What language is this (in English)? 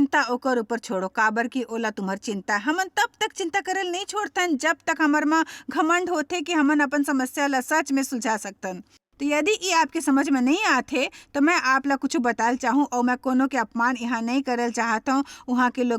Chhattisgarhi